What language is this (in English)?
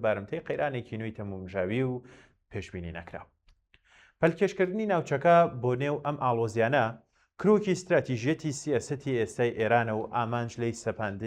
Central Kurdish